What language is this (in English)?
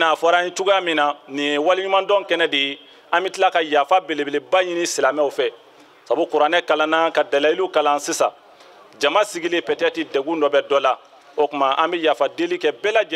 Bambara